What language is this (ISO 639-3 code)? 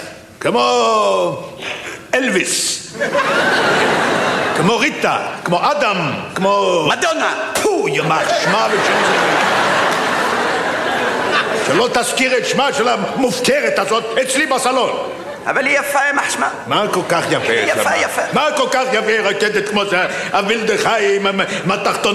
heb